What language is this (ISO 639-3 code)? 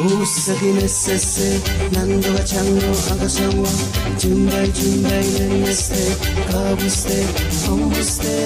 pon